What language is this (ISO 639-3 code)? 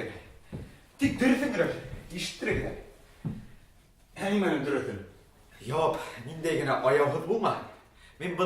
bak